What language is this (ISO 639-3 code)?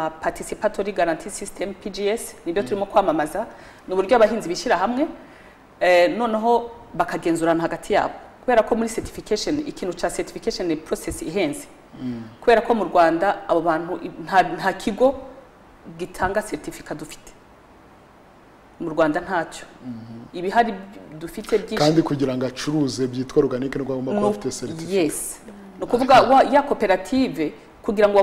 kin